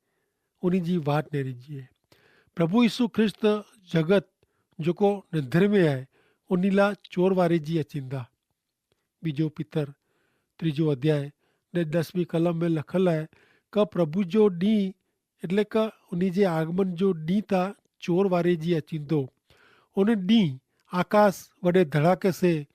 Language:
Kachhi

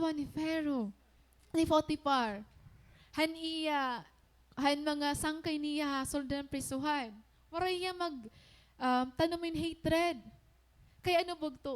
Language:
Waray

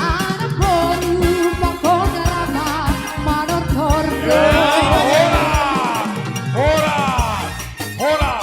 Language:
Batak Simalungun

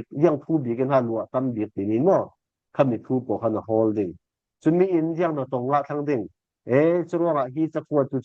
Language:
Falam Chin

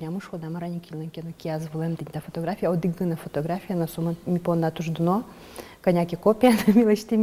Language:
Udmurt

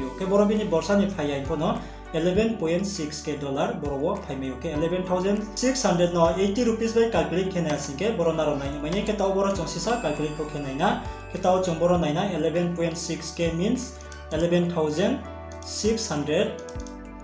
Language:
Riang (India)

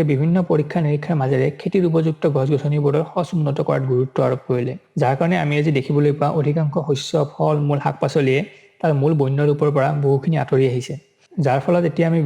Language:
Assamese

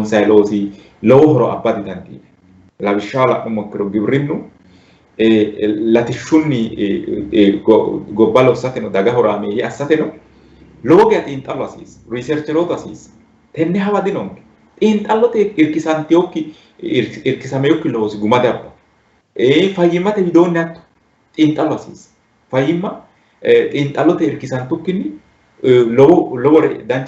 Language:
Sidamo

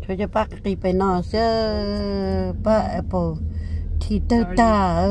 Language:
Hmong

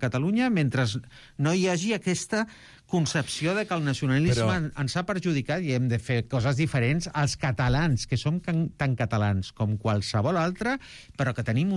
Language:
Catalan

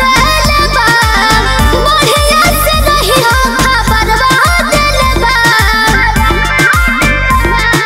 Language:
Bhojpuri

